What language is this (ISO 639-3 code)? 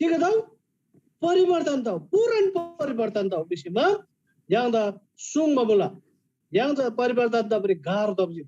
taj